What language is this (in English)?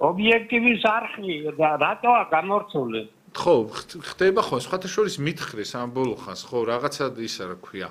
Georgian